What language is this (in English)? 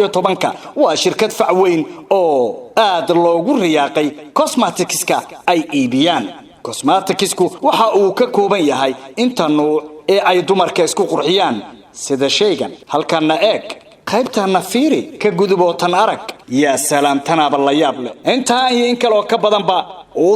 Somali